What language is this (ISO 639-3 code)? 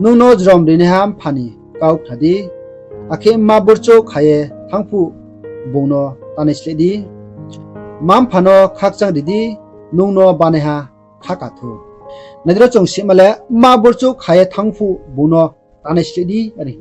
ria